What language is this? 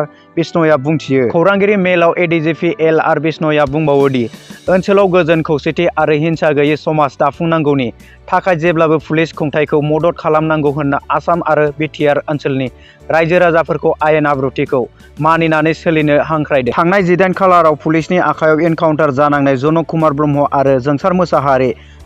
Bodo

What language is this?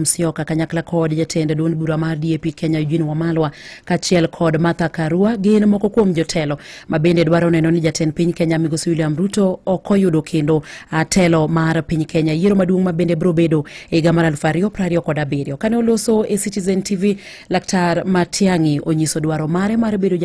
Luo (Kenya and Tanzania)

